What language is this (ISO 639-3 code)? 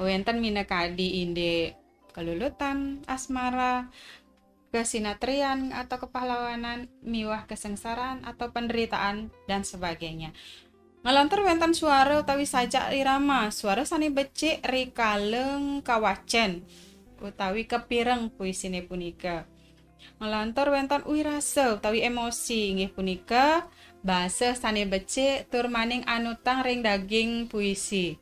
ban